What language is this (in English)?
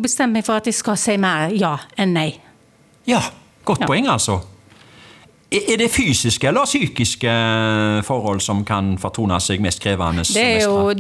Norwegian